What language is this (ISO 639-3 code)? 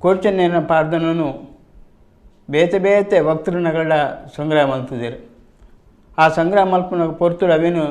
tcy